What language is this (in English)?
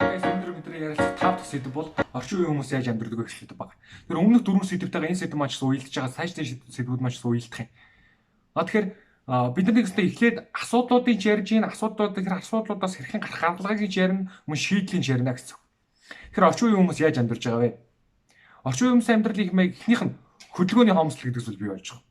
Mongolian